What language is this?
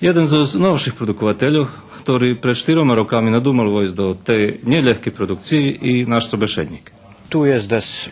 Rusyn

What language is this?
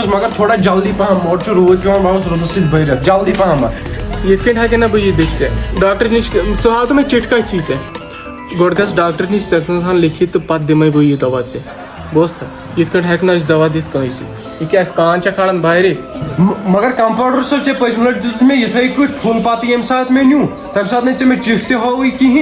Kashmiri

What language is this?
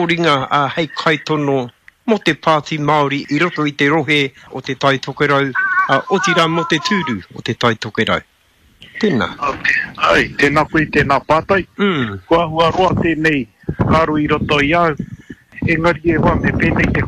Māori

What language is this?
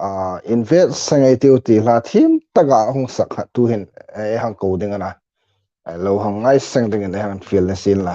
Hmar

